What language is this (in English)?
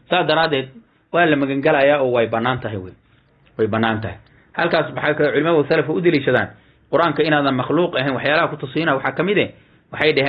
Somali